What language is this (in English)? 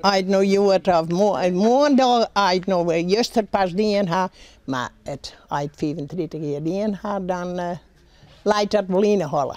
Western Frisian